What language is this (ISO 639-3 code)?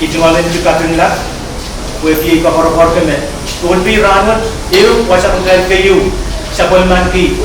pon